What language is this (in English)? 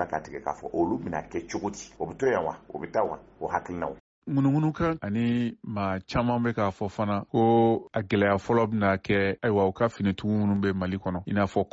Bambara